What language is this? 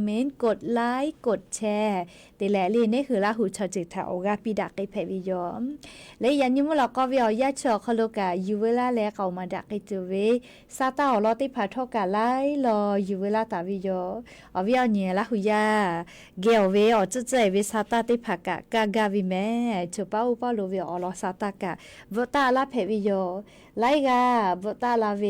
Lahu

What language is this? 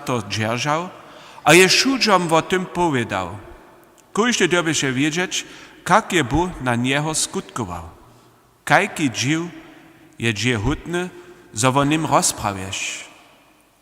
Upper Sorbian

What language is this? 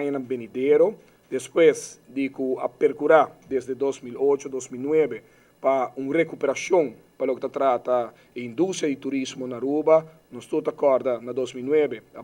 Papiamento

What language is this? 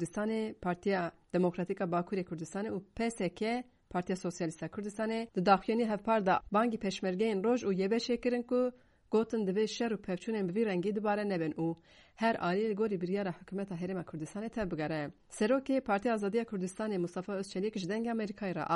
Kurdish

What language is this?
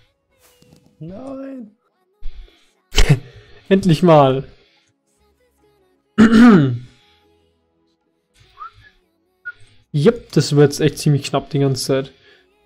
German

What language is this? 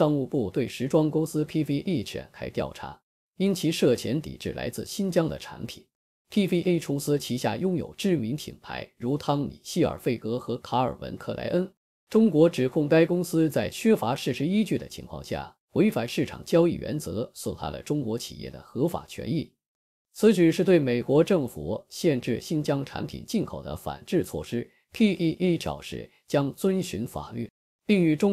Chinese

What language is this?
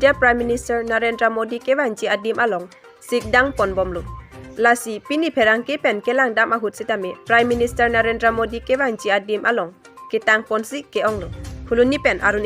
Karbi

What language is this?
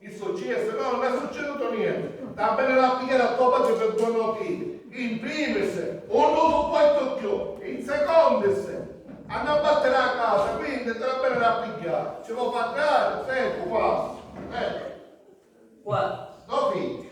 Sicilian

